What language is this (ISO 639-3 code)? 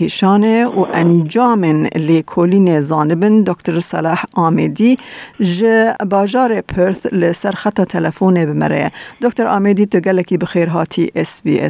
kur